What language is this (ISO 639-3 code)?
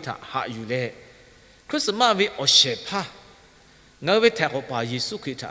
lhu